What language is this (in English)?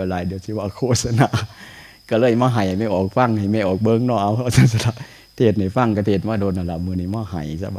Northeastern Thai